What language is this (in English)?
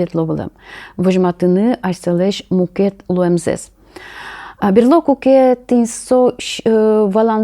Udmurt